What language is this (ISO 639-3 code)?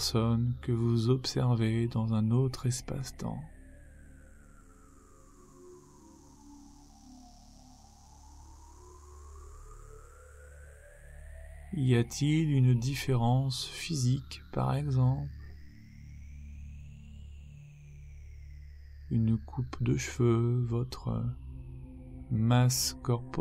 fra